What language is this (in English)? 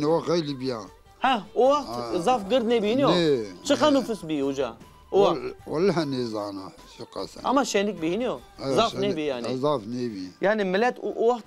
Zaza